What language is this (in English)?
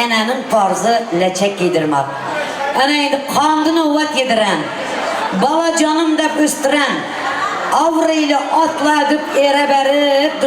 Turkmen